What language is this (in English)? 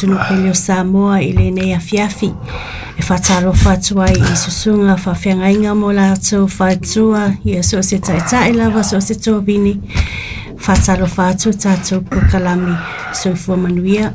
Samoan